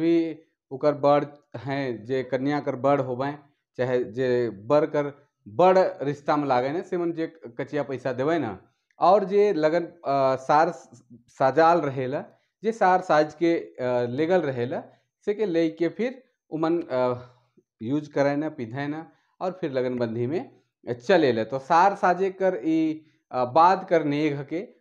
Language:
Sadri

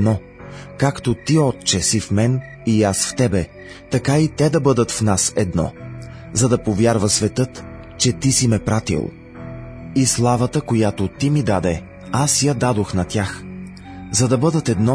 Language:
Bulgarian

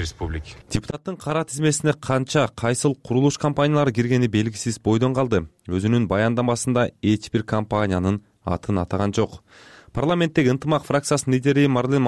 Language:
Kyrgyz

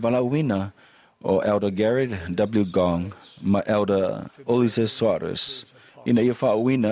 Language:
Samoan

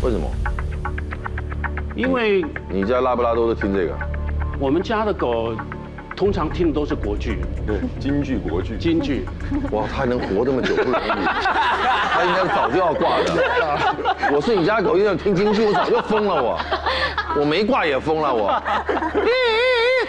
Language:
Chinese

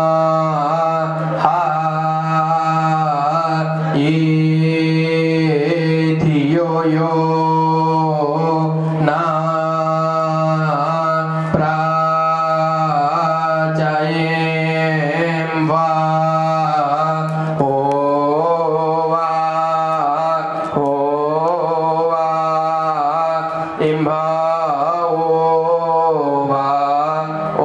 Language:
Gujarati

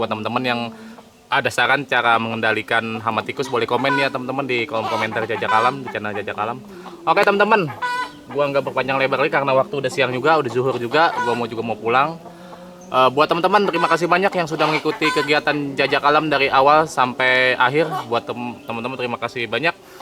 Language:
Betawi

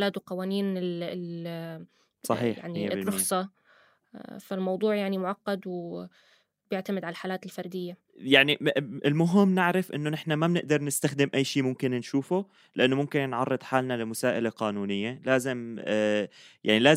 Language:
North Levantine Arabic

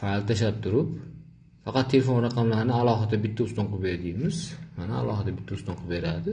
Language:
Uzbek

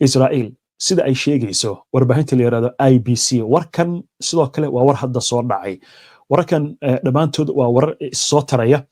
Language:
Somali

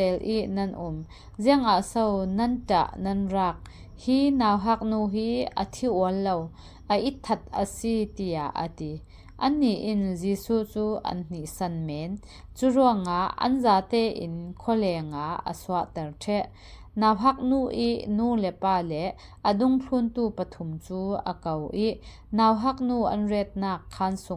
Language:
Falam Chin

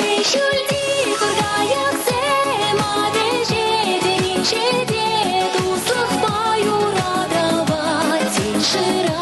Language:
Chuvash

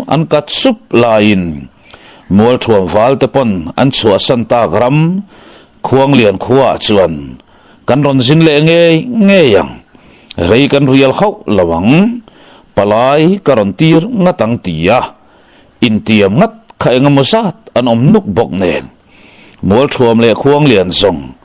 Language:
Mizo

